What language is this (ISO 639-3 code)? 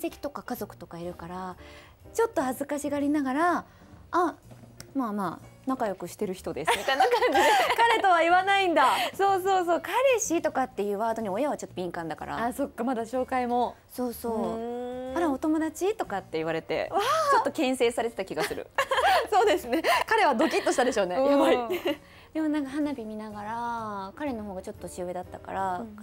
jpn